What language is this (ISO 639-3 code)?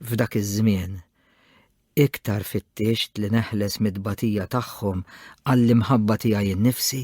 mlt